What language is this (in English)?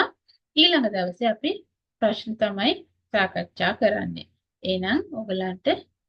Sinhala